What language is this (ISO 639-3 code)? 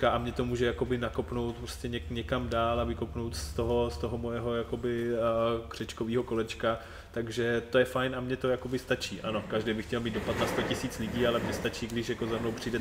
ces